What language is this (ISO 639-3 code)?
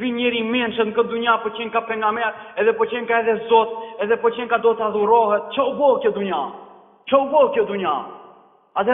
sqi